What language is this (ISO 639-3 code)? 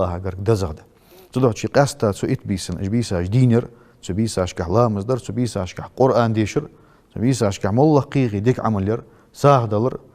inh